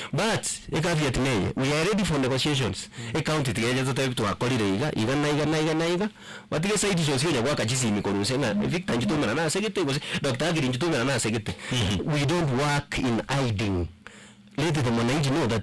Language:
Gusii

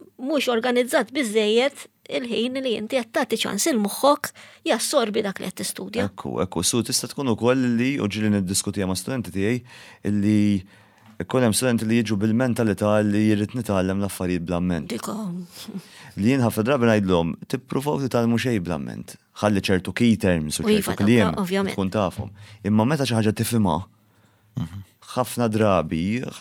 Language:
Maltese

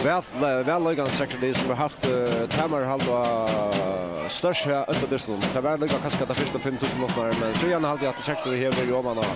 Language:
Faroese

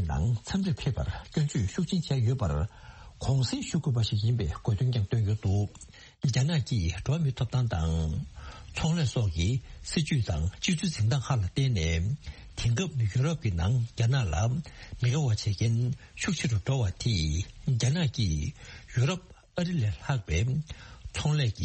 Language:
Tibetan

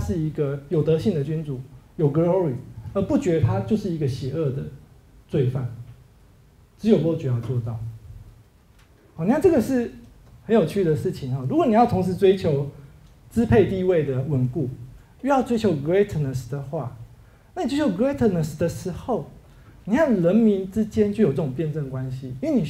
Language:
Chinese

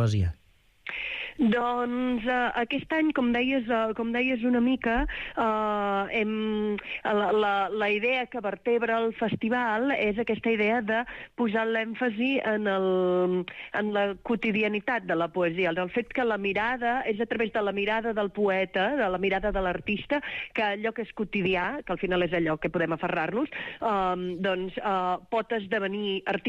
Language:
Catalan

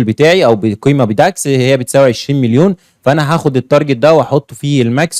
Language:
Egyptian Arabic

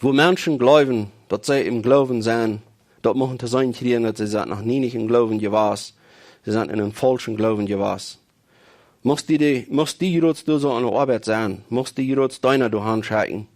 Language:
Plautdietsch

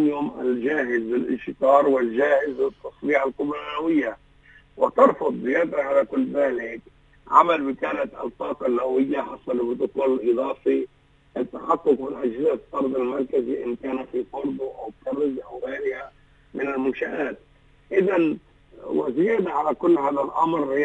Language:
Arabic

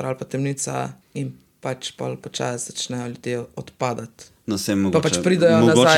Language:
Slovenian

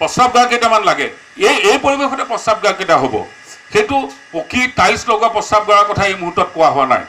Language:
Assamese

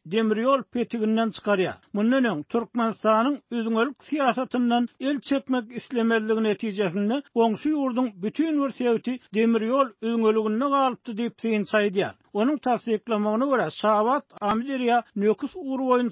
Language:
Turkmen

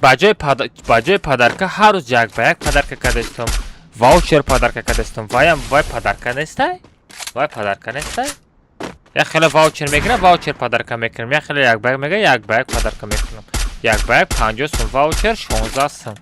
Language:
Tajik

